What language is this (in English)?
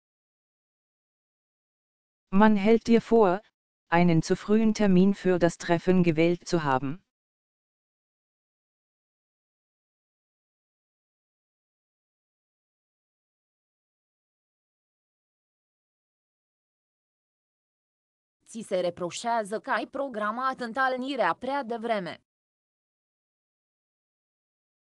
Romanian